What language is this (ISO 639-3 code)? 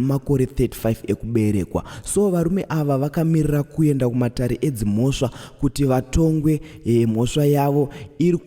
sna